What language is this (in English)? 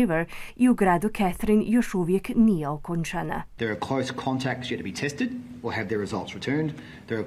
Croatian